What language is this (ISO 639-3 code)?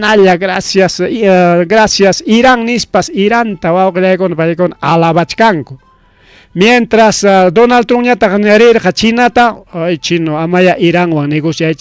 quy